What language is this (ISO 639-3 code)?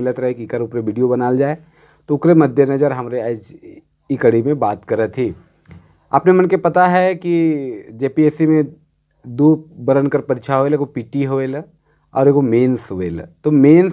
sck